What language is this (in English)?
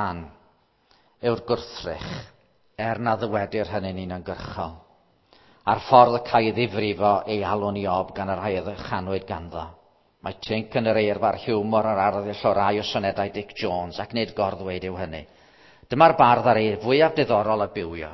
Welsh